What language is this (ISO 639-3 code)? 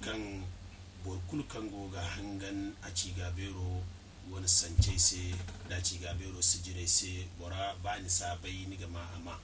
dje